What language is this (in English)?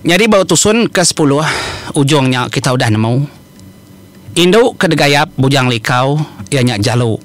Iban